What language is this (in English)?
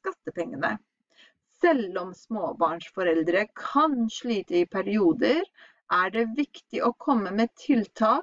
Norwegian